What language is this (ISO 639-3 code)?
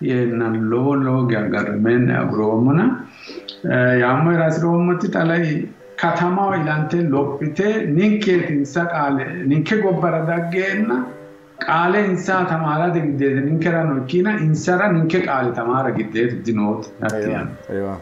sid